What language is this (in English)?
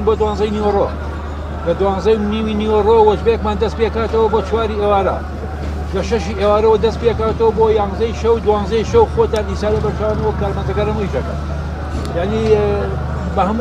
Central Kurdish